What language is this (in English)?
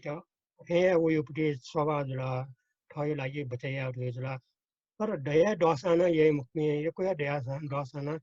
Newari